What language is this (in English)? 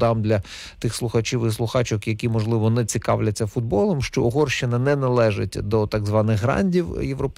Ukrainian